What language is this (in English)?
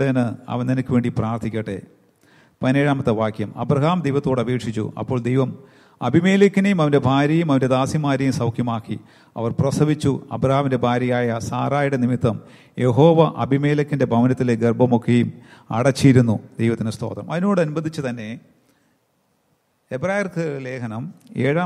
Malayalam